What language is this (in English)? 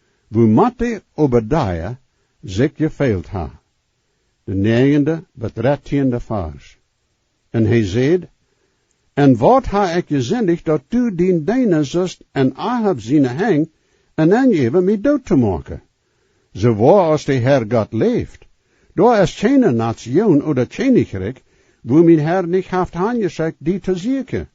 Plautdietsch